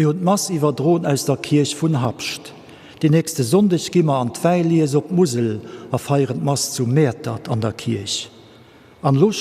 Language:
Luxembourgish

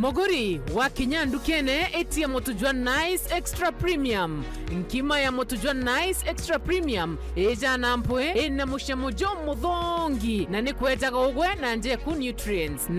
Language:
Meru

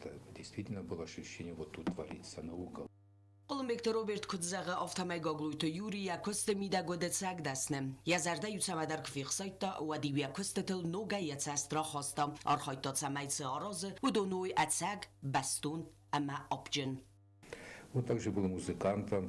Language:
Ossetic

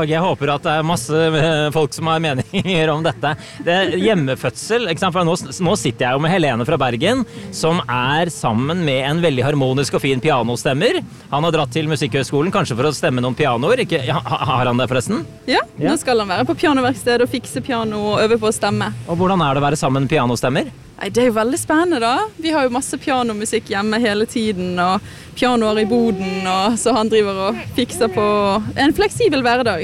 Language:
Norwegian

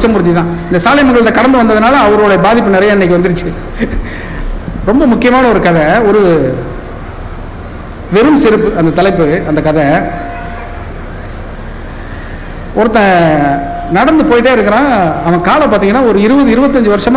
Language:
Tamil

